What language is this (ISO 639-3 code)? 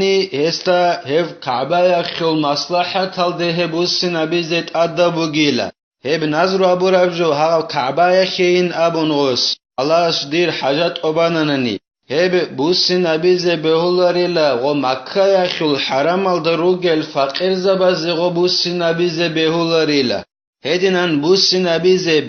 ava